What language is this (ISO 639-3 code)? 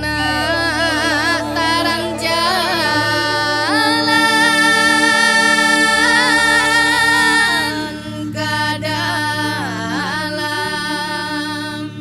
min